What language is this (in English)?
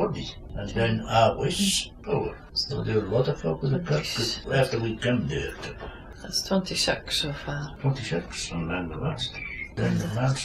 Scots